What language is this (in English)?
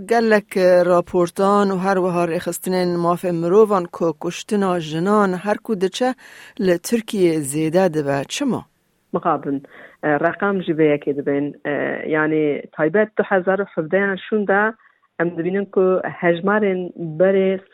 Kurdish